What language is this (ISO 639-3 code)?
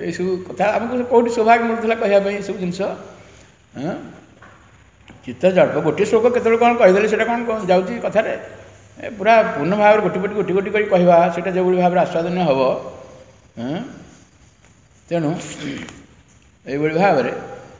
ori